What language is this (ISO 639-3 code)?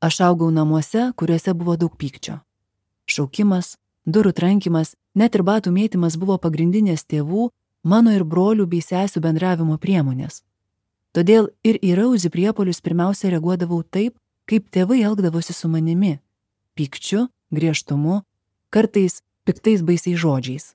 lit